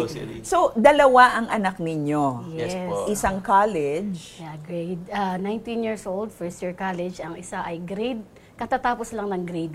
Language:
Filipino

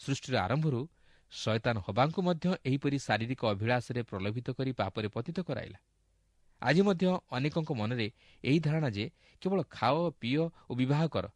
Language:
Odia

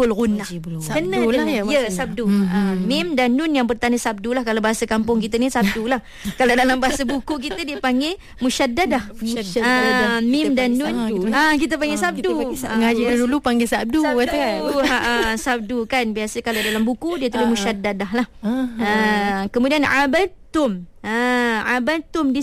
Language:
Malay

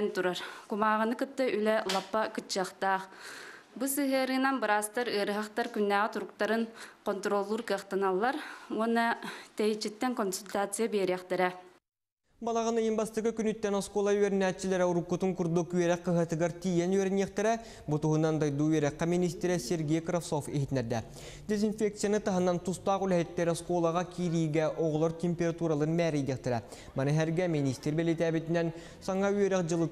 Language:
Yakut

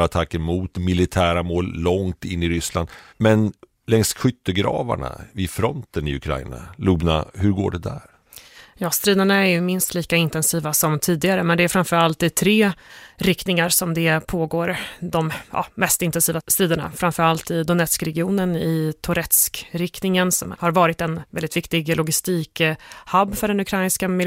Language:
Swedish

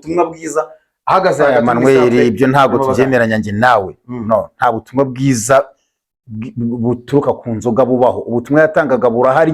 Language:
Kinyarwanda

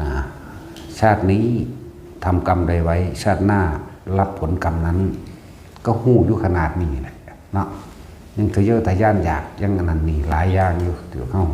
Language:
Northeastern Thai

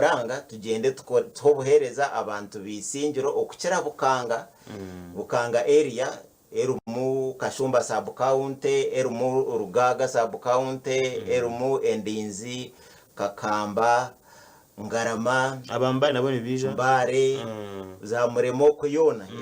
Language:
Nyankole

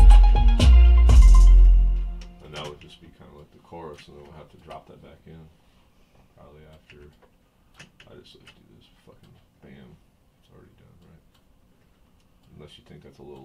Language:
English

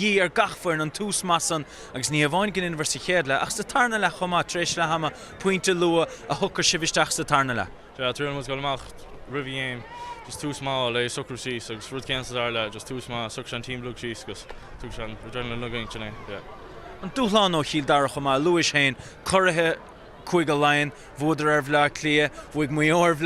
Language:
Irish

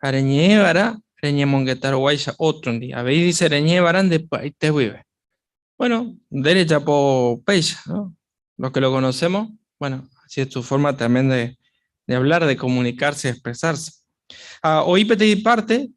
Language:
Guarani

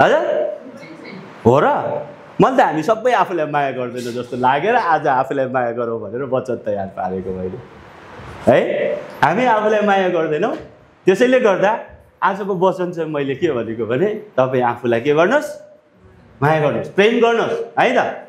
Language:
Nepali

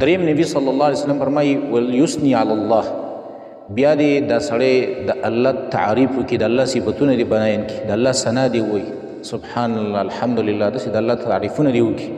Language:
Pashto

